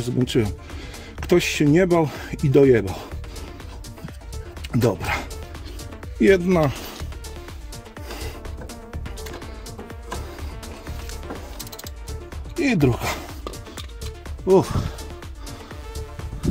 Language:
Polish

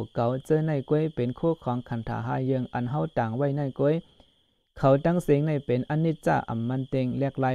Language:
Shan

